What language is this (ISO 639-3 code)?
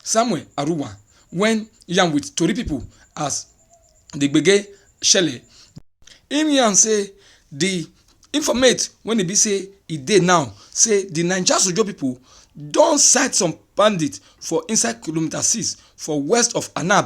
pcm